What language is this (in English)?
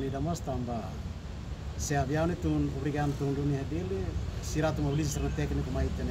Tetum